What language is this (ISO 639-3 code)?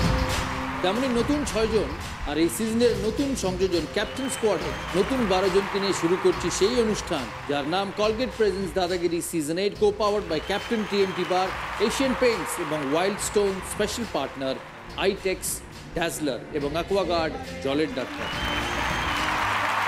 ben